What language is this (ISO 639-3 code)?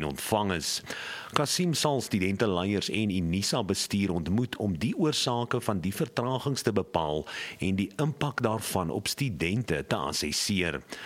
afr